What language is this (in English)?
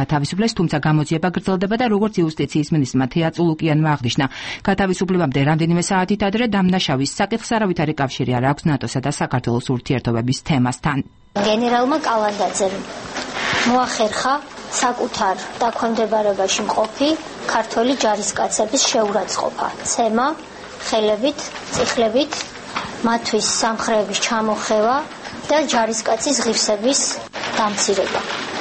Georgian